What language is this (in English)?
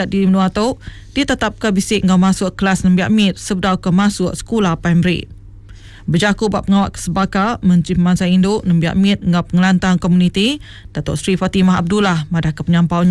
Iban